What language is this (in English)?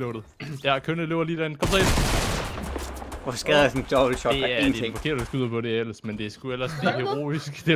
Danish